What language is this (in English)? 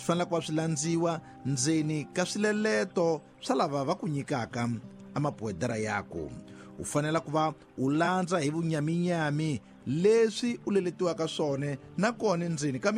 Tsonga